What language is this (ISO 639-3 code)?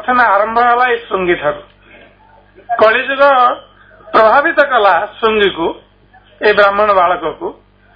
ori